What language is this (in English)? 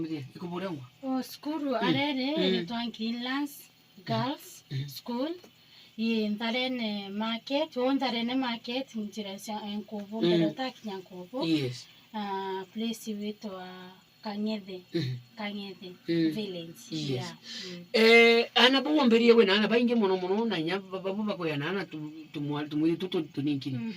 Meru